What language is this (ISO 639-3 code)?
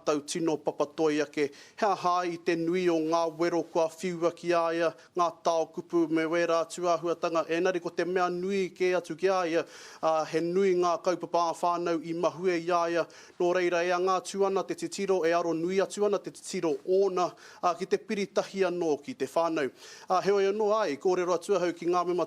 mri